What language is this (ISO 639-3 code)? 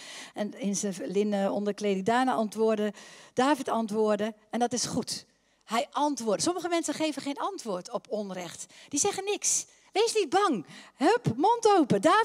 nld